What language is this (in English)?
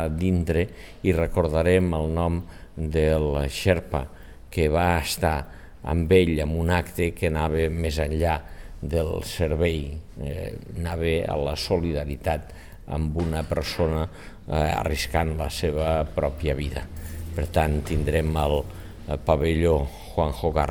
Catalan